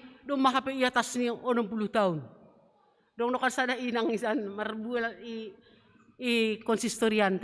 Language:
Batak Simalungun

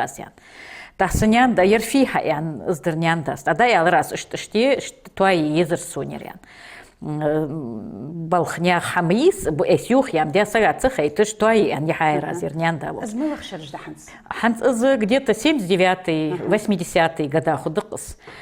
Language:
Ingush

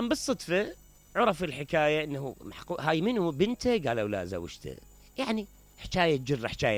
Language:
Mesopotamian Arabic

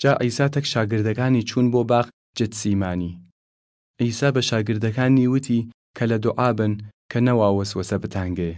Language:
Southern Kurdish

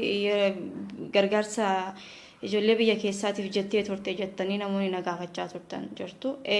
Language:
Oromo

